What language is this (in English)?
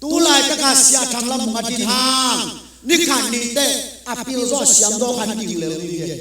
Tedim Chin